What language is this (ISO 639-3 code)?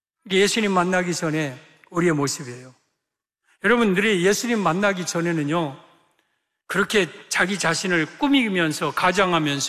kor